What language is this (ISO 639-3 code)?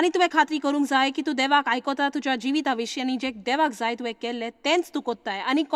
kok